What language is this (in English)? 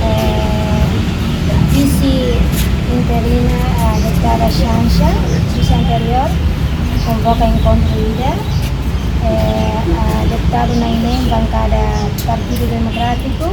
Tetum